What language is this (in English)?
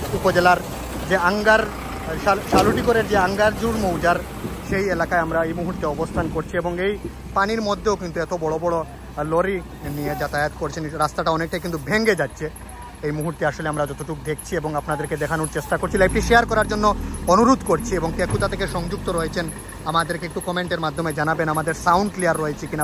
Bangla